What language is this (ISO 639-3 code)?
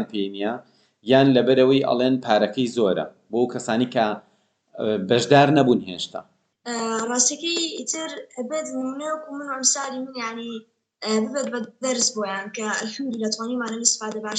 ckb